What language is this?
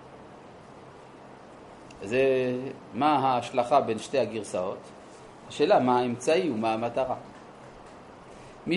Hebrew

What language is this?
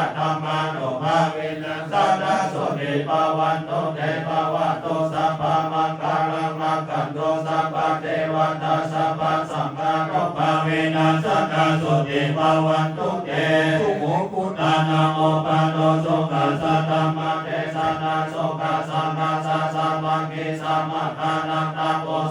Pali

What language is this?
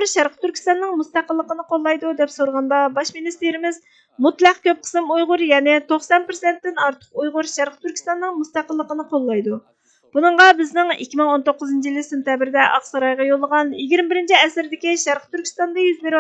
Uyghur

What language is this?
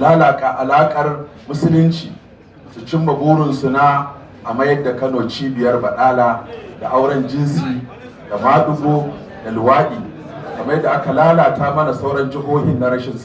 Hausa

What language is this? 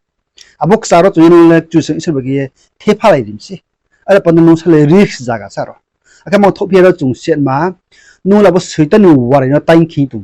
Riang (India)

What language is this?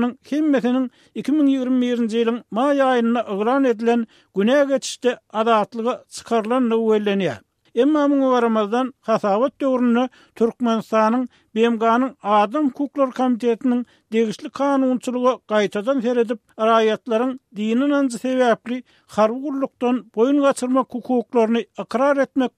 Turkmen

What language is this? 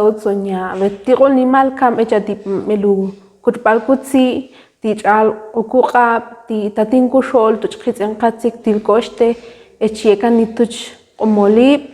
Ixil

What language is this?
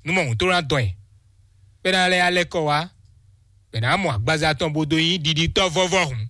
Fon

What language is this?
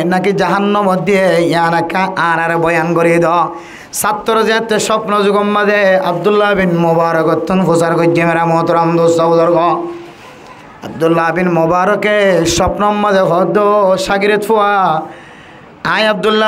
Rohingya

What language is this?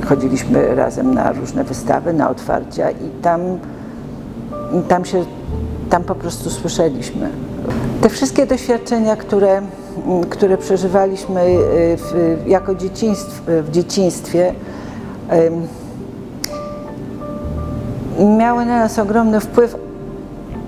Polish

